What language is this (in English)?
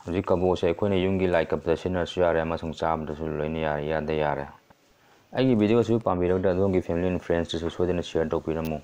Manipuri